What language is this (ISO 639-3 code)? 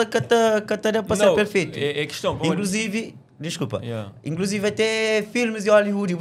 kea